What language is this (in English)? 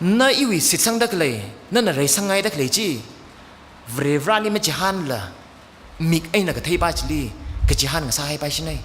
Tangkhul Naga (India)